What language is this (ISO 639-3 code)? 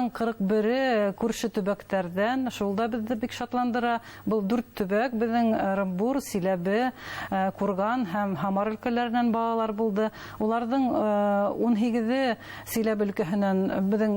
bak